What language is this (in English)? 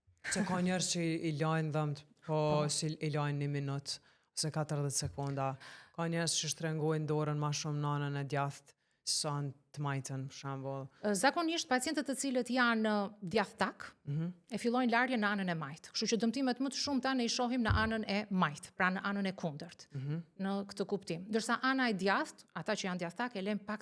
Albanian